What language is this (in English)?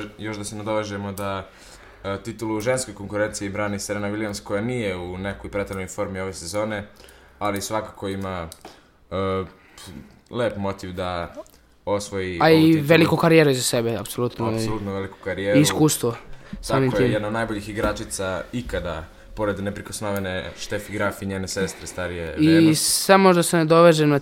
Serbian